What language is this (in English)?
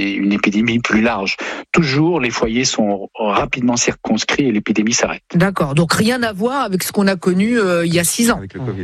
French